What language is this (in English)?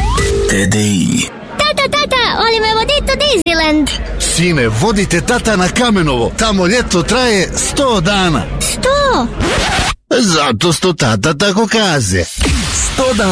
Serbian